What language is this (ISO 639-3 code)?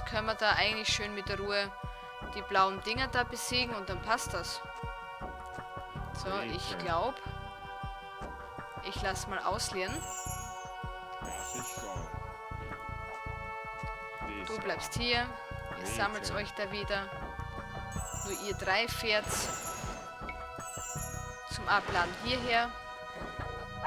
deu